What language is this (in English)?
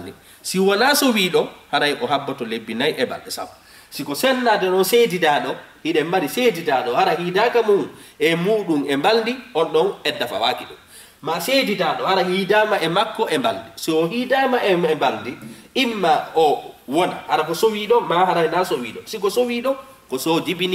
Fula